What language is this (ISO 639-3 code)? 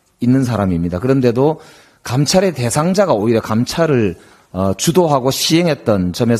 kor